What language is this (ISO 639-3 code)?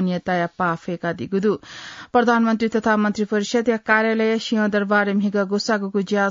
new